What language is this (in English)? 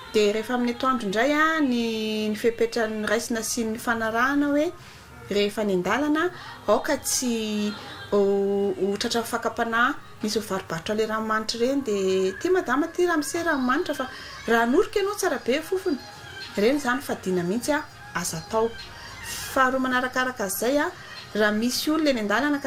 Malagasy